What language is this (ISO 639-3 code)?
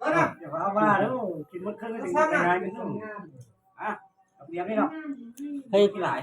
tts